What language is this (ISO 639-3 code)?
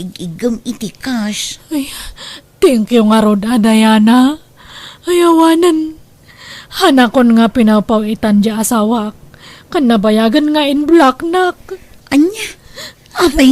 ilo